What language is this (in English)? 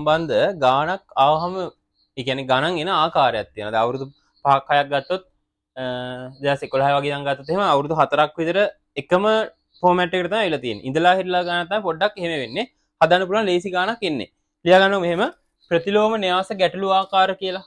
Sinhala